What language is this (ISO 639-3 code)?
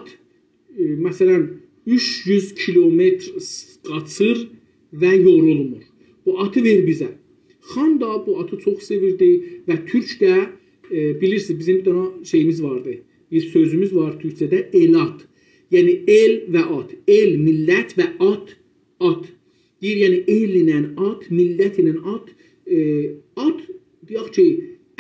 azb